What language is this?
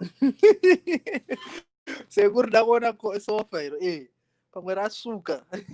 Shona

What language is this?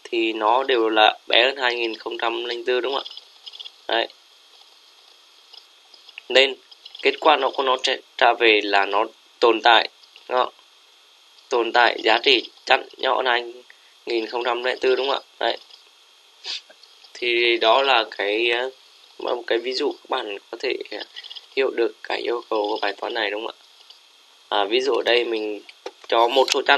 Vietnamese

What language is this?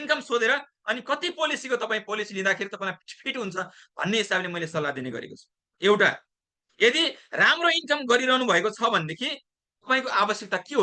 Nepali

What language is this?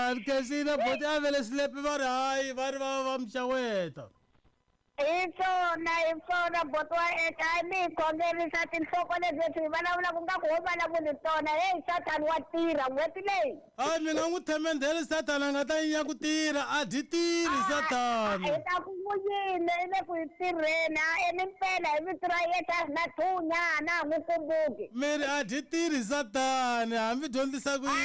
Tsonga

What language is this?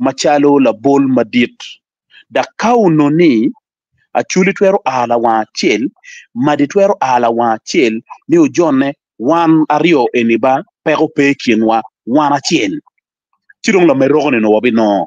Acoli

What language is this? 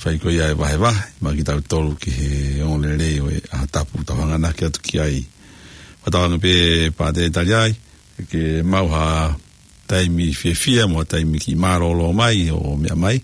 Tongan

